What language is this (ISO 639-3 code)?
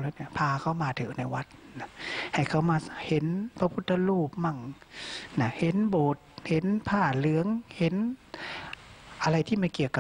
tha